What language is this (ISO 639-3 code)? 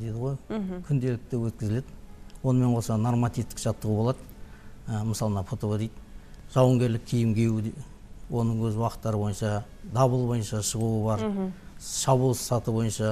kaz